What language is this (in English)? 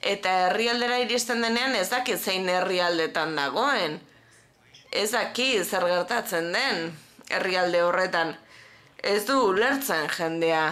Basque